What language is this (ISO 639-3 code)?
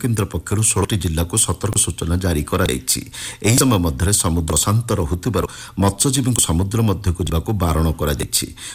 ori